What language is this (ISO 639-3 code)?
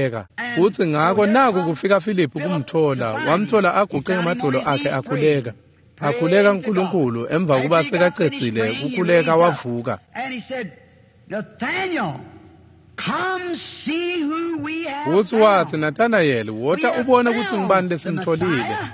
ssw